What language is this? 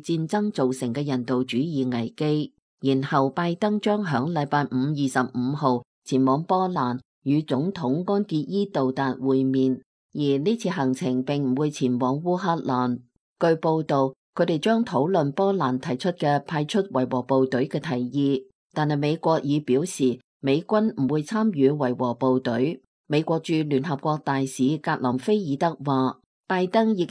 Cantonese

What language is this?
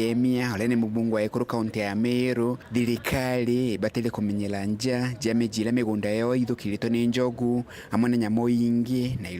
Meru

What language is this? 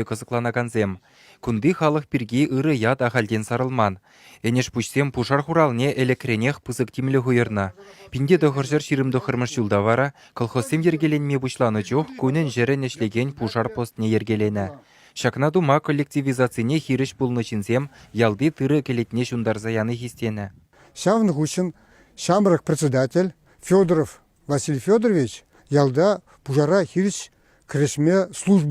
Chuvash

